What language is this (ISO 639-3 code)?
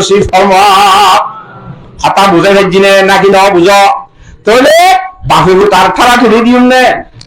rhg